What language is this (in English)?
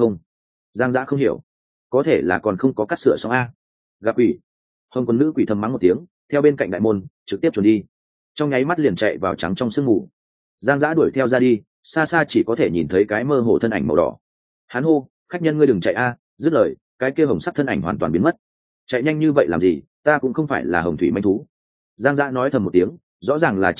Vietnamese